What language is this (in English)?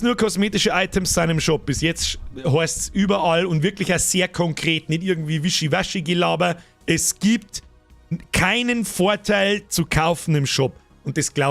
Bavarian